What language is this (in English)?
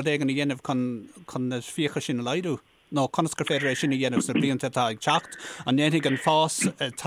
Irish